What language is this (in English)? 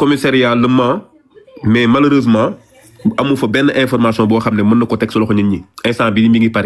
Wolof